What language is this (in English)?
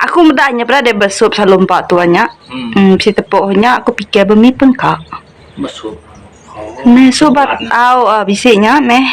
Iban